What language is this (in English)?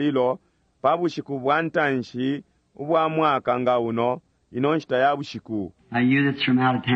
Bemba